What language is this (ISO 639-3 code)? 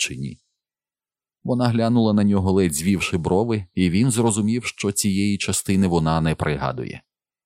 ukr